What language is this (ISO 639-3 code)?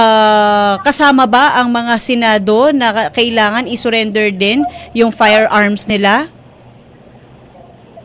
fil